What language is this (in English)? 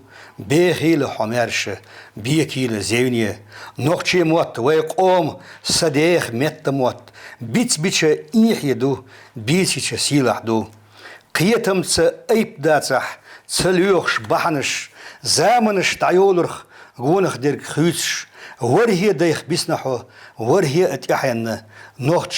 Chechen